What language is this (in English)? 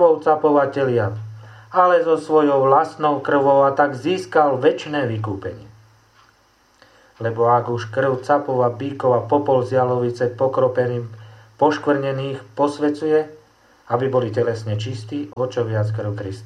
Slovak